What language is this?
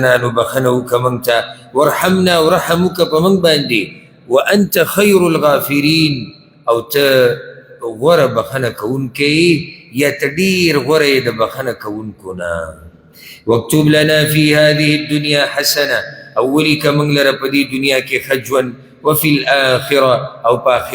Pashto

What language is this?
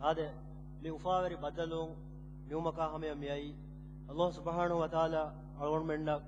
Divehi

